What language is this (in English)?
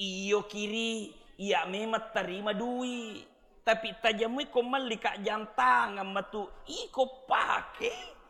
Buginese